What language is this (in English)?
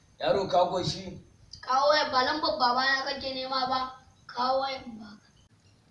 Hausa